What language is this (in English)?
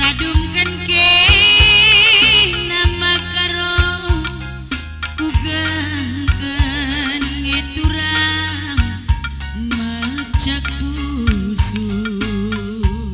Batak Karo